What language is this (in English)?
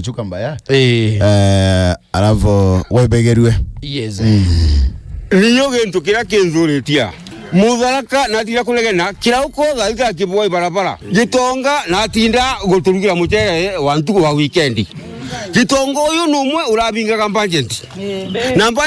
Meru